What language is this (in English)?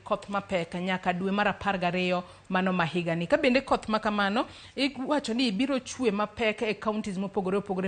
Luo (Kenya and Tanzania)